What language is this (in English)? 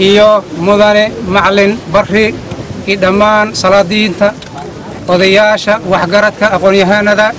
Somali